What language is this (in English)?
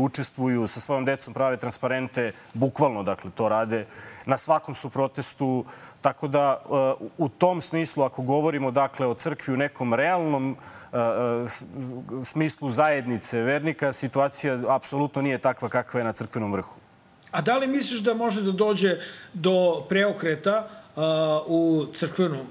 Serbian